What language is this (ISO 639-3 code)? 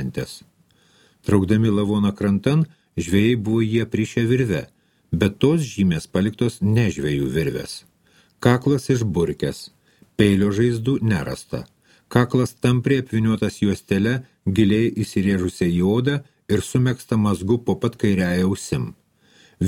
lit